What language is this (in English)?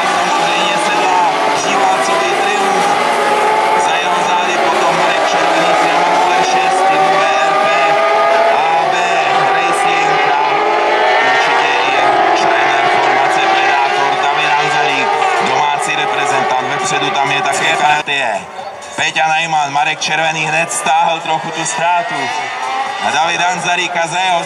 Czech